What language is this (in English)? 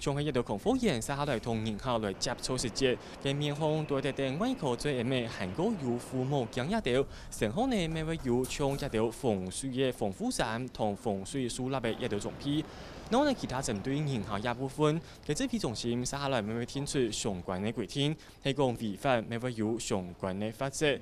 Hakka Chinese